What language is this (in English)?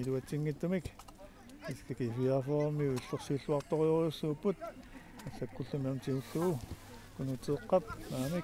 Kalaallisut